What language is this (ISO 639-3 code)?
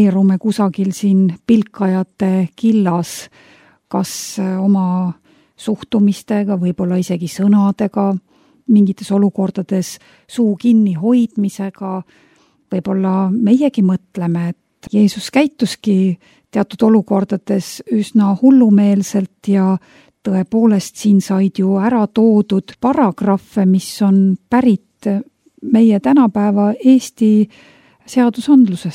est